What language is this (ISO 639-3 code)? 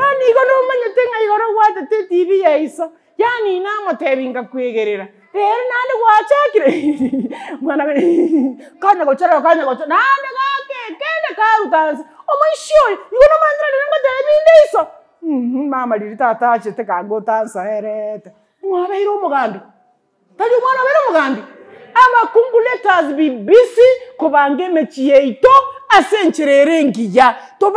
guz